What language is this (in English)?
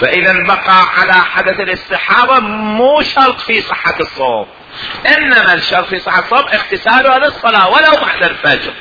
Mesopotamian Arabic